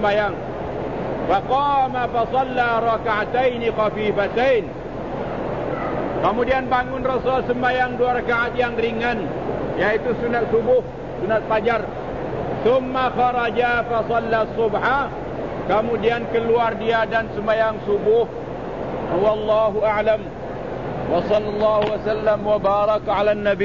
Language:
Malay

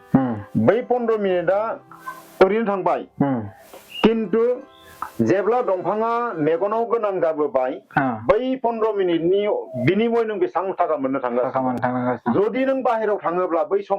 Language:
Bodo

